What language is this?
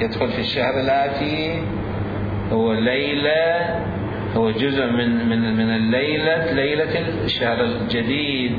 Mesopotamian Arabic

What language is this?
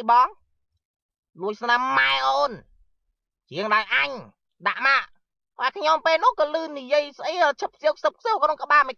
Khmer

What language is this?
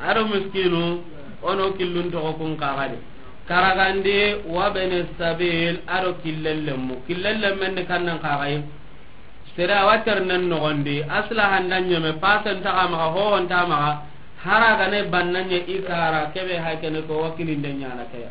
Soninke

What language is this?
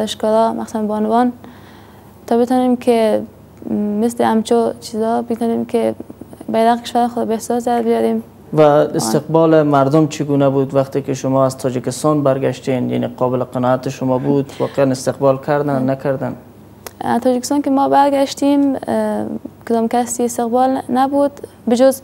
Persian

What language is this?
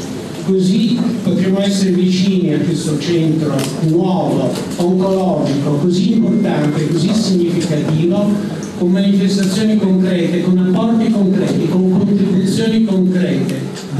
Italian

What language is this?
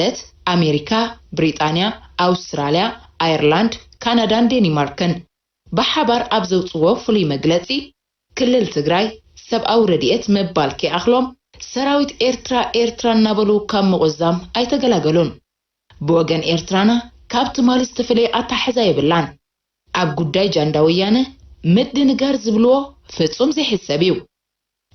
Tigrinya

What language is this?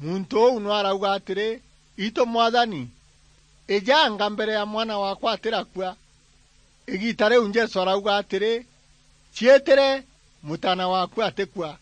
Meru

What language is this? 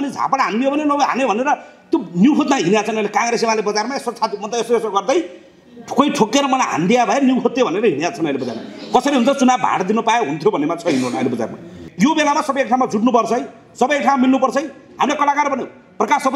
Nepali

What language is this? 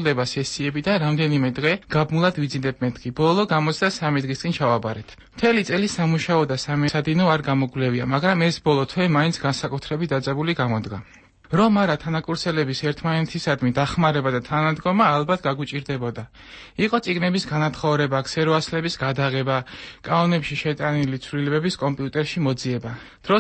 Georgian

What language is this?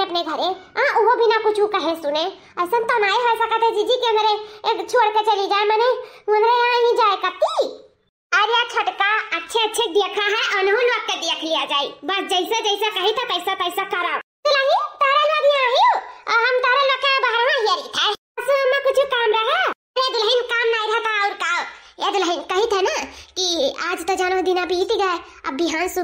Awadhi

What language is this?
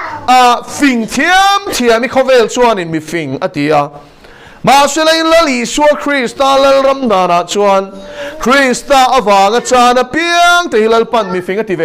Mizo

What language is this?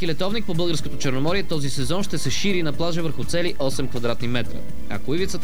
Bulgarian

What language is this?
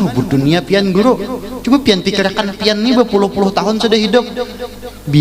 Banjar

